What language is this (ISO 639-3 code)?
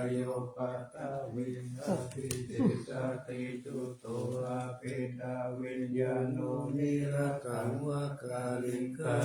pli